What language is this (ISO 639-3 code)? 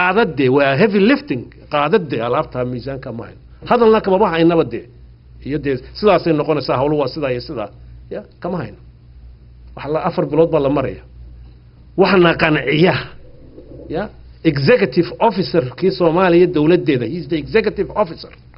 som